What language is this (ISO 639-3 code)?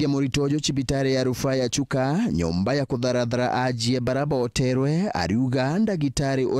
mer